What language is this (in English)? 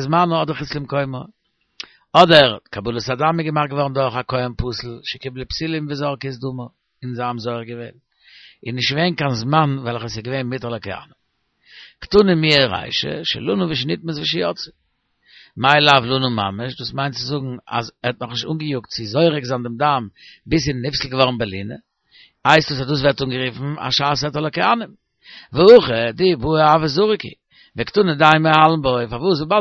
Yiddish